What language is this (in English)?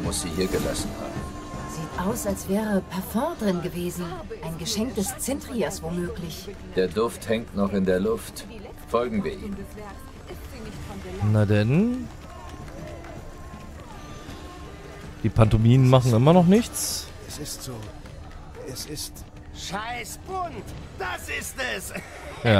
German